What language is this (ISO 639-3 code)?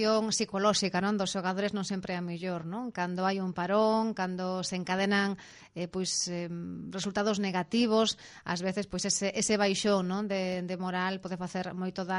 glg